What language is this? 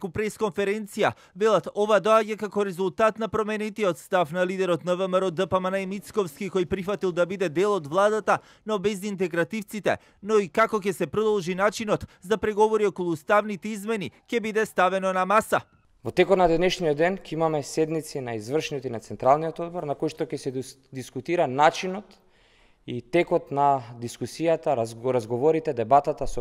Macedonian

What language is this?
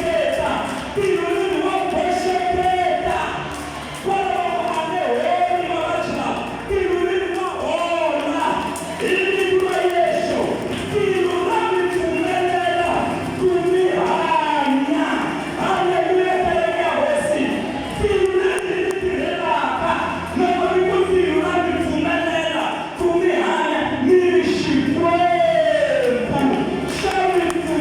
Tsonga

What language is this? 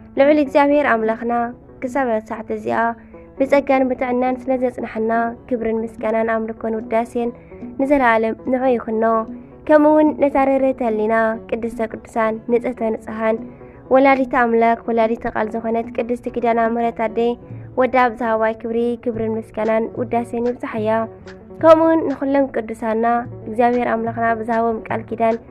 Tigrinya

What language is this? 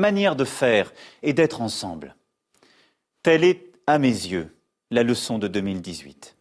French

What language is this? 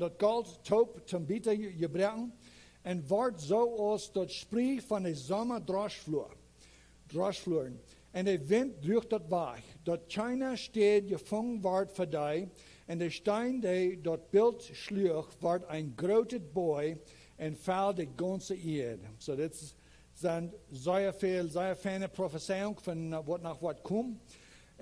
Plautdietsch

